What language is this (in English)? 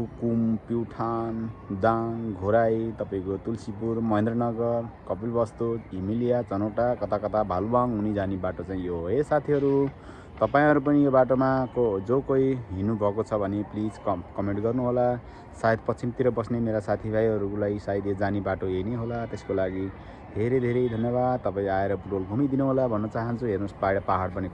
Nepali